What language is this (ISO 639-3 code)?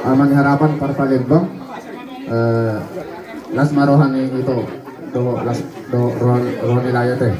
bbc